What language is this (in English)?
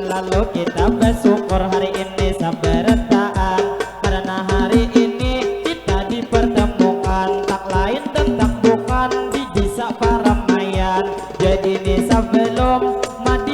Banjar